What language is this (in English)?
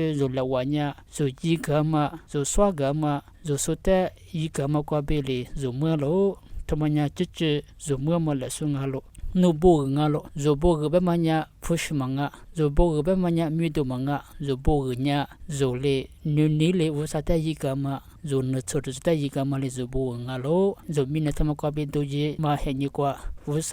Lisu